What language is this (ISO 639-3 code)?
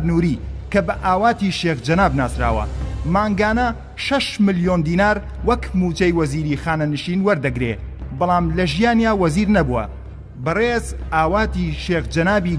ckb